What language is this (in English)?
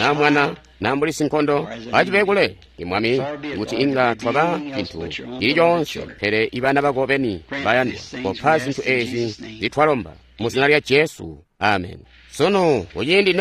Tonga (Zambia)